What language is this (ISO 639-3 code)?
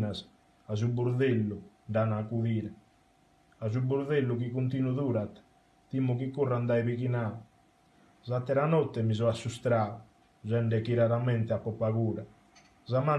srd